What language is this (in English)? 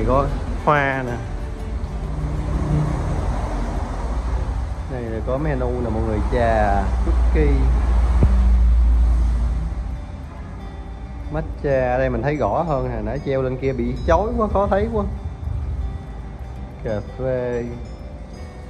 Vietnamese